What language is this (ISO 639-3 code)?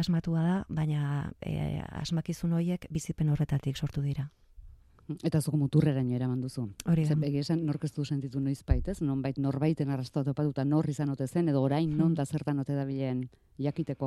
eus